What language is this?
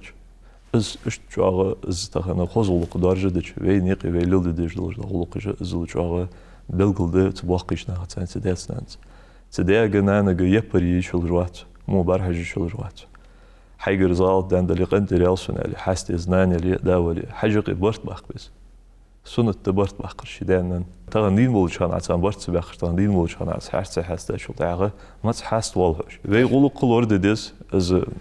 Ingush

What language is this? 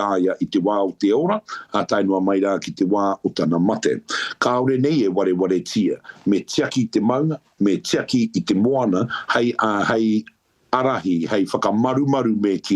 Māori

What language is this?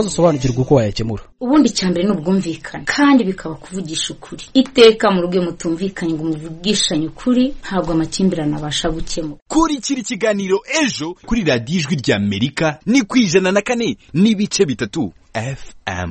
Kinyarwanda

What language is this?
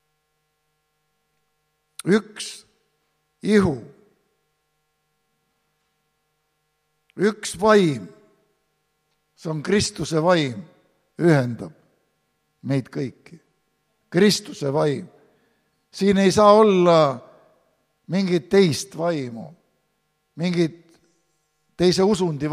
Estonian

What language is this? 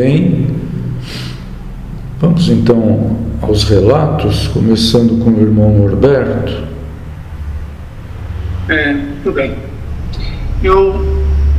Portuguese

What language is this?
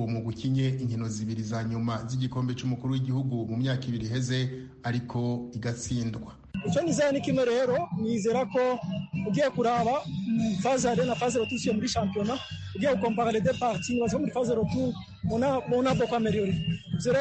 Kinyarwanda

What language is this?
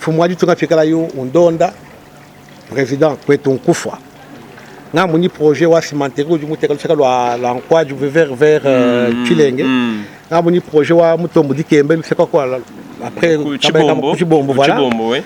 Luba-Lulua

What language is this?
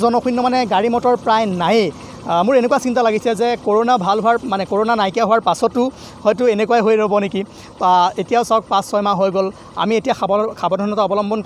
Assamese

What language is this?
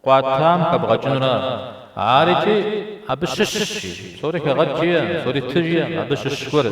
Kabardian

